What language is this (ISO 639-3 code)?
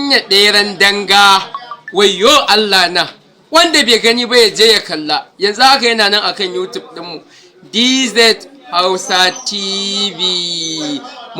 hau